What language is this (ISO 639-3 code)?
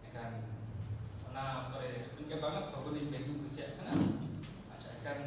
sat